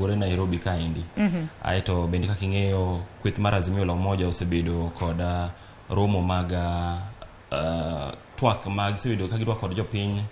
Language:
Luo (Kenya and Tanzania)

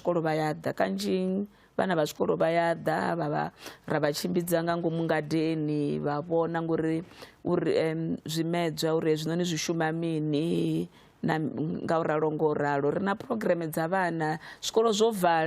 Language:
Venda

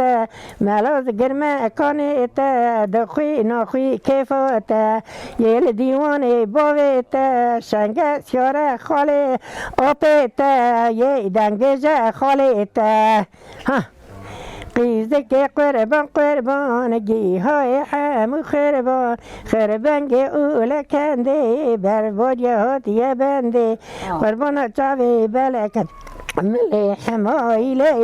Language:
Kurdish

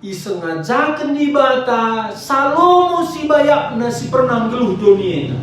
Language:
Batak Karo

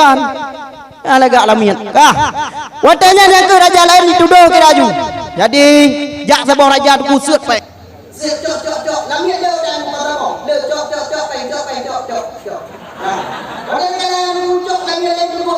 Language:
Achinese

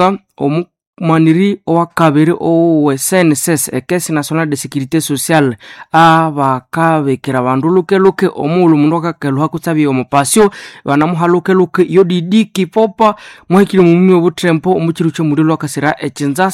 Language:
Nande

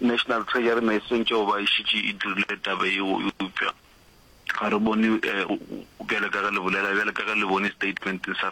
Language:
Northern Sotho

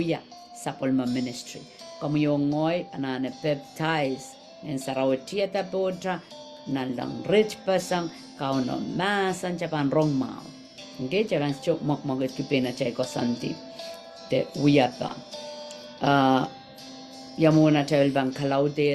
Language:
Pohnpeian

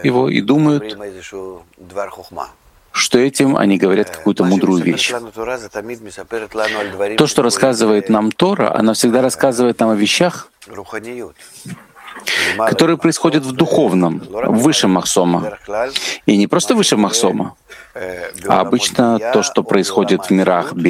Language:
Russian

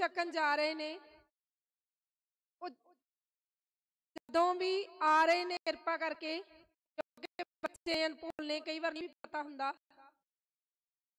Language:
Punjabi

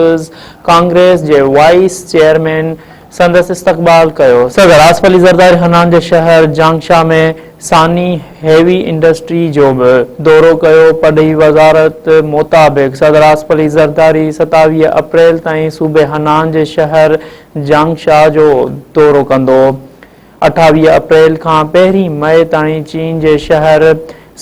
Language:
Sindhi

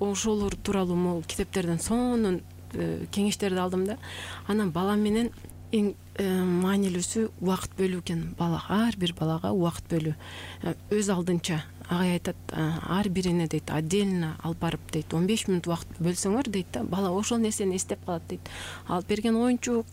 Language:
Kyrgyz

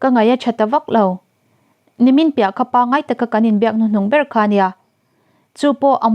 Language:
Mizo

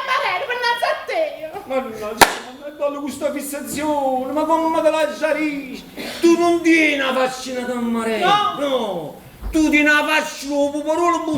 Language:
Neapolitan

